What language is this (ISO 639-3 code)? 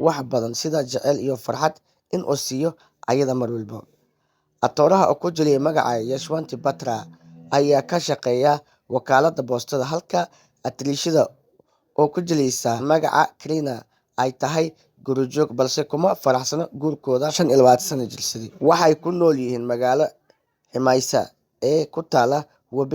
som